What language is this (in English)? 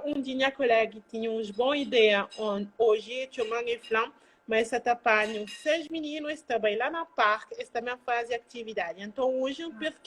Kabuverdianu